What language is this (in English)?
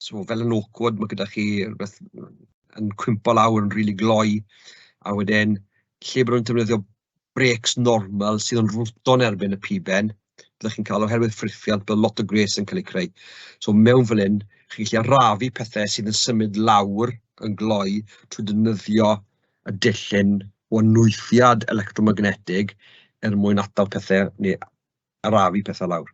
Welsh